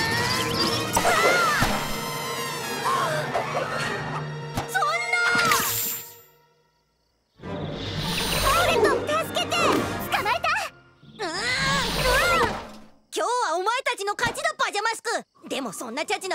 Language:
Japanese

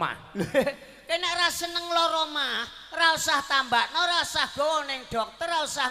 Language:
Javanese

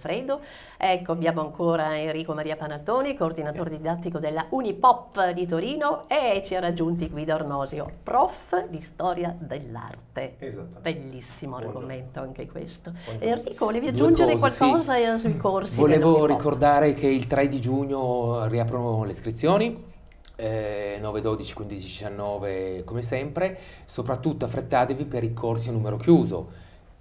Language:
Italian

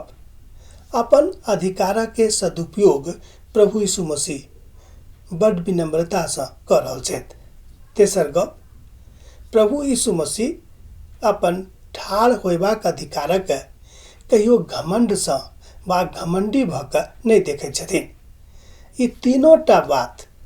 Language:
Maithili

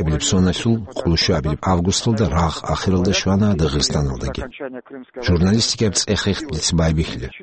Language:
Avaric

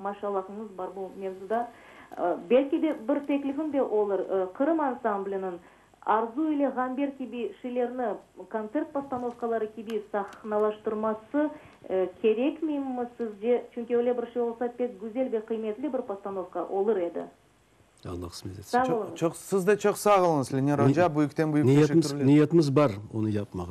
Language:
Crimean Tatar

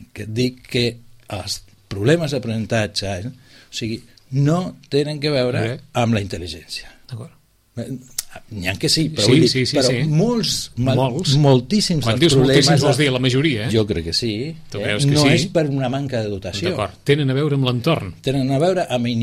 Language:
Catalan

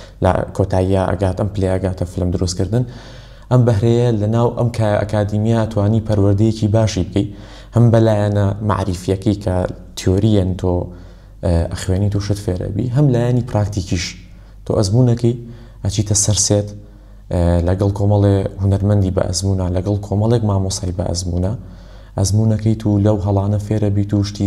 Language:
Central Kurdish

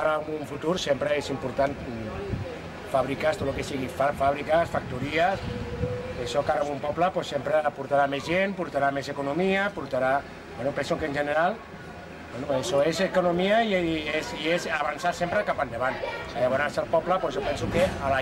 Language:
Catalan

